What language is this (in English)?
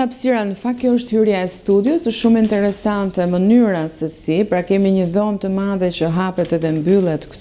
Albanian